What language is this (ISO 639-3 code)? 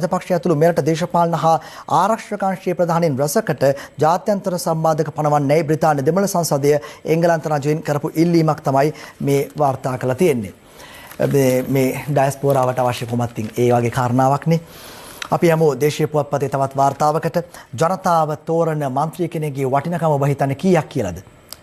sin